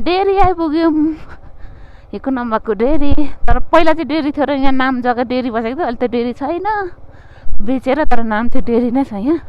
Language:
Nepali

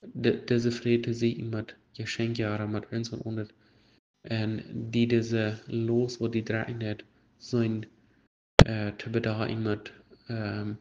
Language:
Plautdietsch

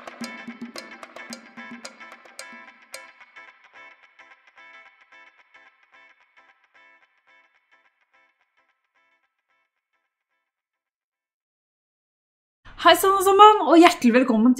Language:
Norwegian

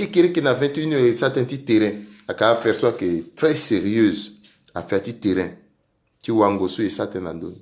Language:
Sango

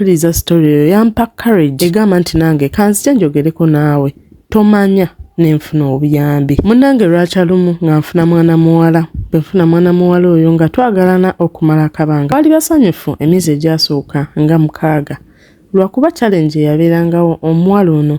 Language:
Ganda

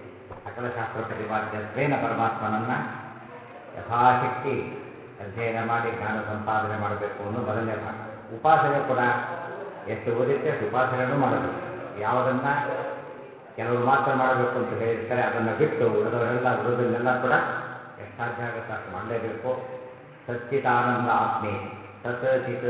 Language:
Kannada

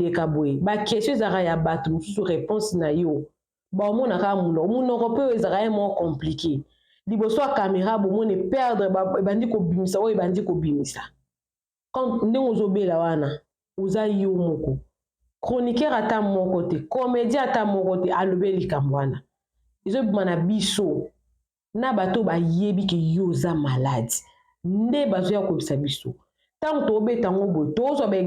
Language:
Lingala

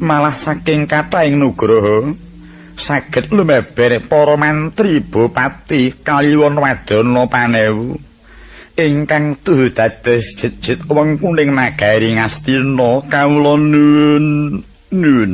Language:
Javanese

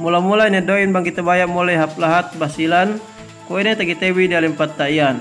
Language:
Yakan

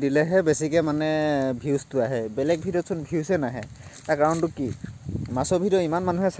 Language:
Assamese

